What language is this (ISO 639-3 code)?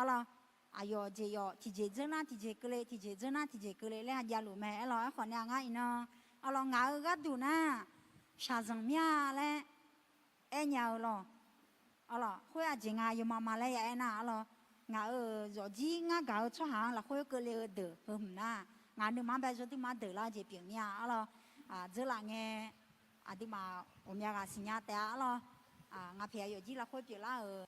ahk